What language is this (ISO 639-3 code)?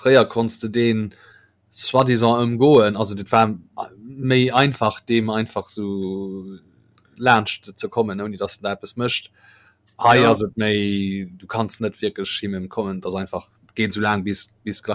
ltz